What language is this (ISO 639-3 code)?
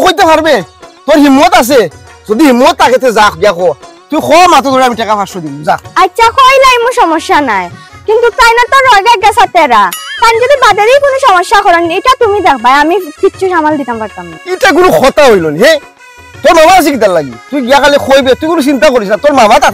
syl